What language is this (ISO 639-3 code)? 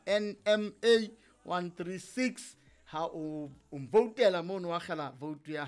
sot